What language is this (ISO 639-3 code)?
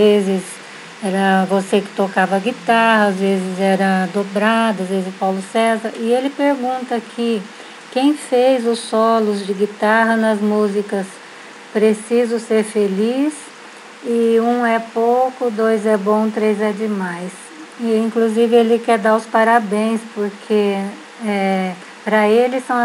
por